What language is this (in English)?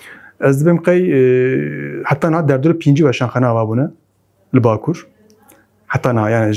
Kurdish